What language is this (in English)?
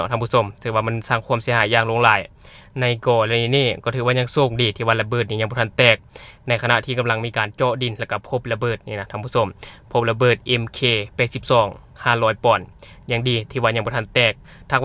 Lao